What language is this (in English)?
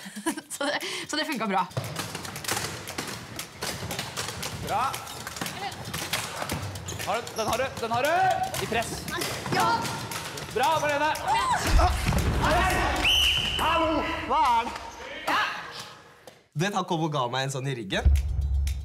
Norwegian